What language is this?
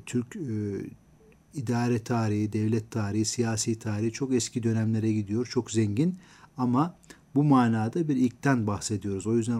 Turkish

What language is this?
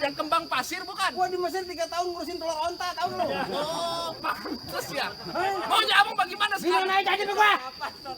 Betawi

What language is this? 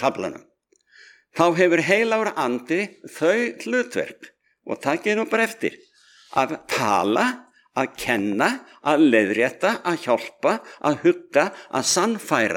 Icelandic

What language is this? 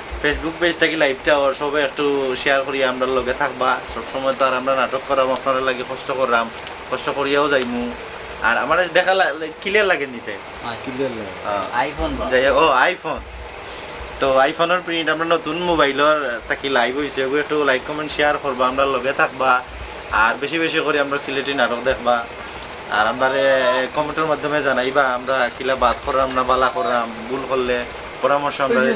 Sylheti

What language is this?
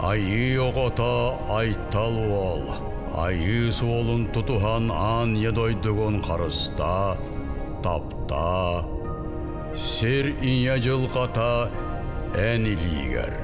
Yakut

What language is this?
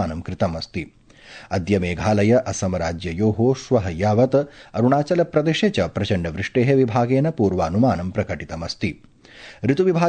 Sanskrit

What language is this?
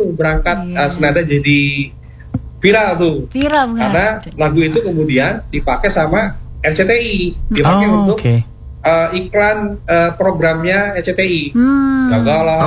Indonesian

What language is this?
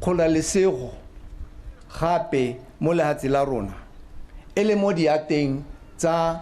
Tswana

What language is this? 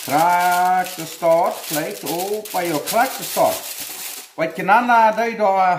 Plautdietsch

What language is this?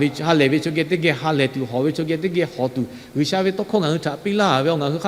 Lahu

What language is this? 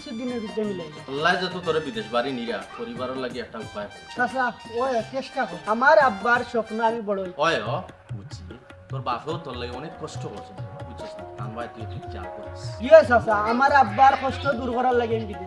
Sylheti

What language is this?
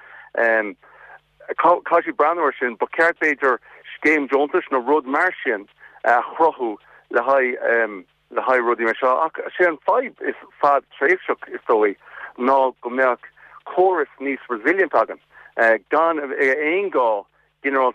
Irish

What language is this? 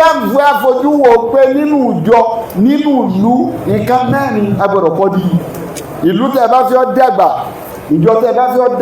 Yoruba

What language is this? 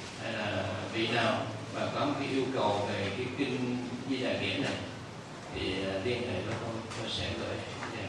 Vietnamese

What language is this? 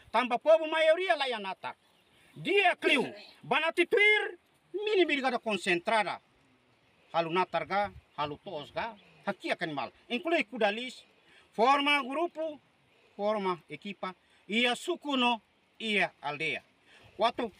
Tetum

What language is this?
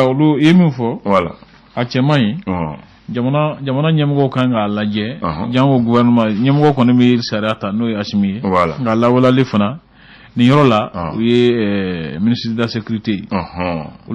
Bambara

